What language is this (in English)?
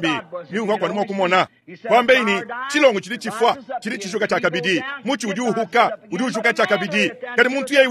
Luba-Lulua